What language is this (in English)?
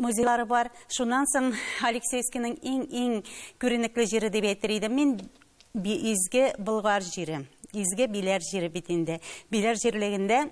Tatar